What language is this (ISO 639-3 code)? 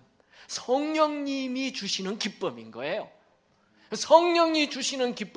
kor